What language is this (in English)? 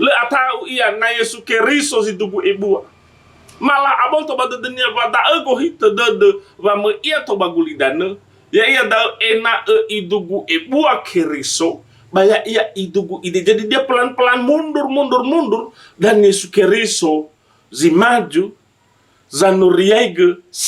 Nias